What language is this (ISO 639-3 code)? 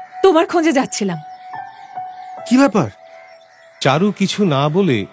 ben